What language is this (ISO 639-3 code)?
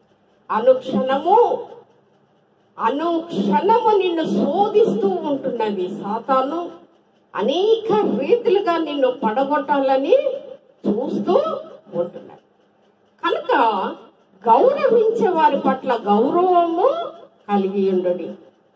tel